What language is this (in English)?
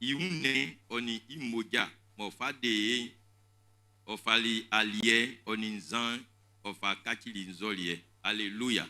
Baoulé